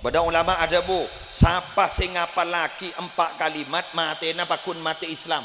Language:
Madurese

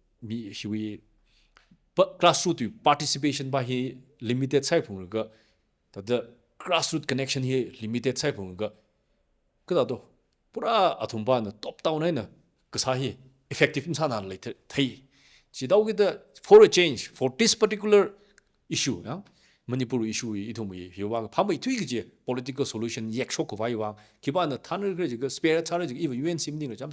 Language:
Tangkhul Naga (India)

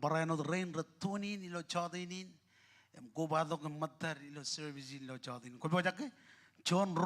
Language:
Marshallese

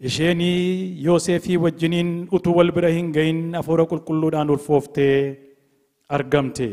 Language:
Oromo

